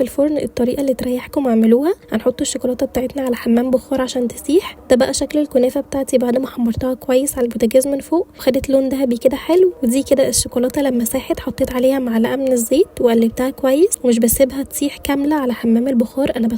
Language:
Egyptian Arabic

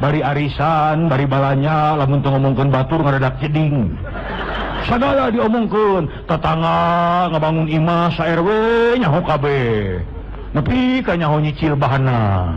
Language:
Sundanese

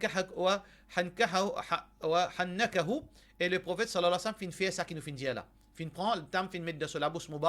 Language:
Morisyen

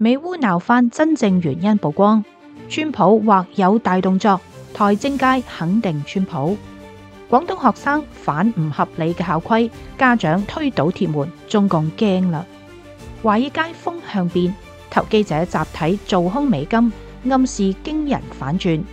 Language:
Cantonese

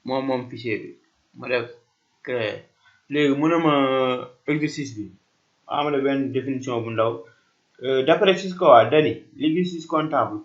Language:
Wolof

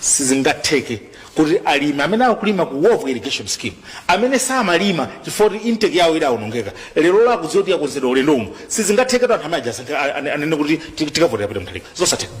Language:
Nyanja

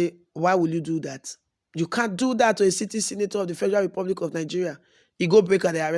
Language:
Nigerian Pidgin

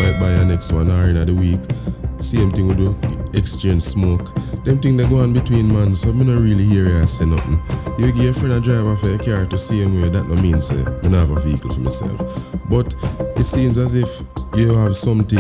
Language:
Jamaican Creole English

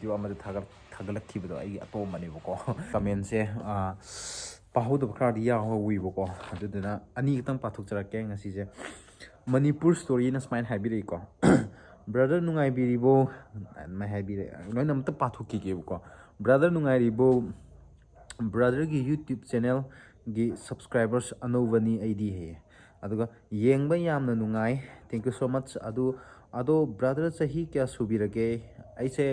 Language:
Manipuri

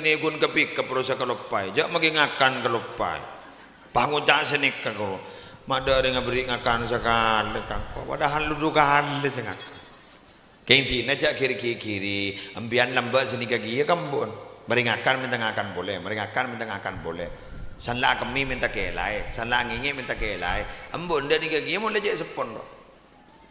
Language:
Madurese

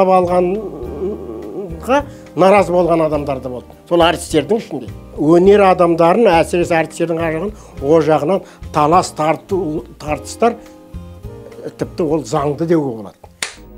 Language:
Kazakh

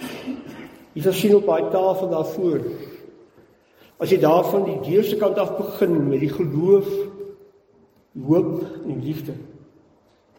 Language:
Afrikaans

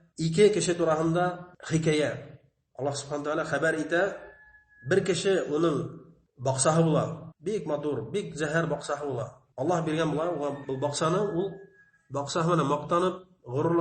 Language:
Bashkir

